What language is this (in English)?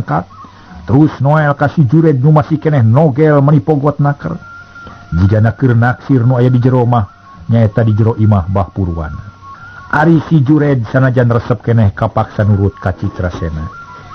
Sundanese